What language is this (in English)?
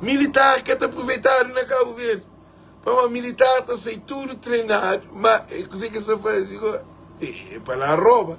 Kabuverdianu